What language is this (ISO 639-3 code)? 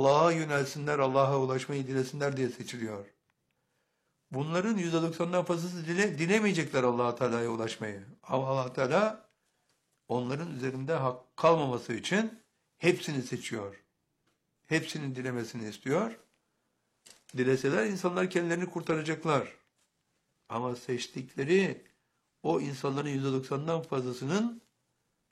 tur